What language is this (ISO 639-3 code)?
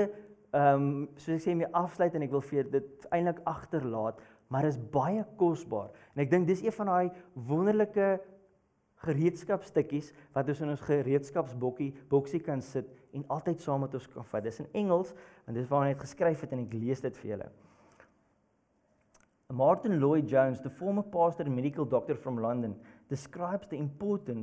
afr